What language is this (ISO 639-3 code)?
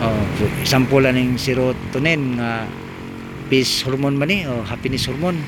ceb